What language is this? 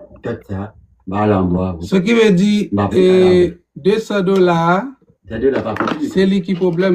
Haitian Creole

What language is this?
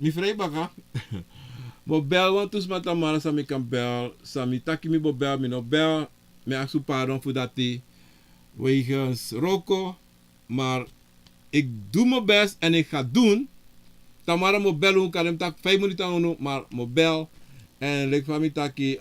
Sranan Tongo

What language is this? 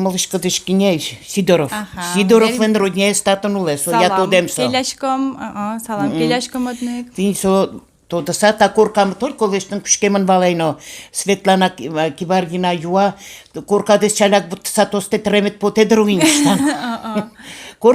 Udmurt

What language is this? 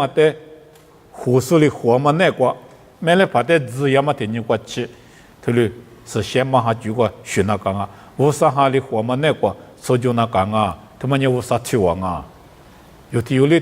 Lisu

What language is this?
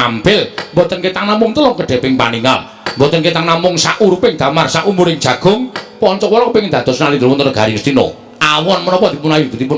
Javanese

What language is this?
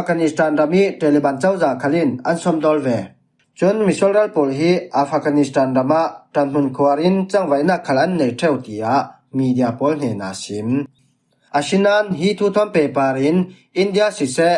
Falam Chin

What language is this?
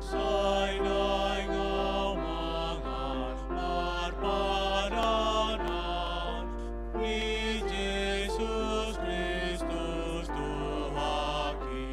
Batak Toba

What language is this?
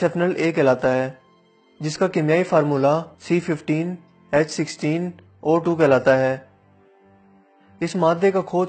Urdu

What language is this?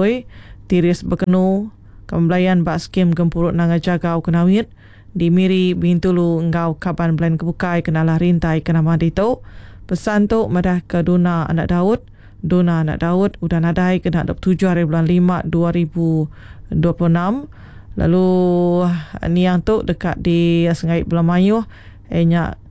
Iban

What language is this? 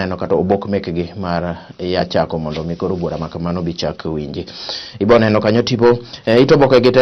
Luo (Kenya and Tanzania)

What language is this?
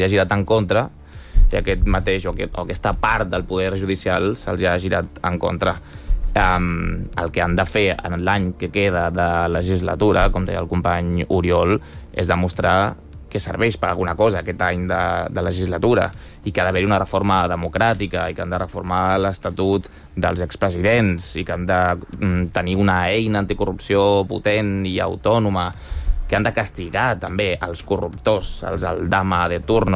Catalan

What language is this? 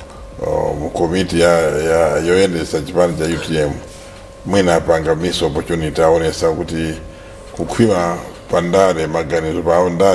Nyanja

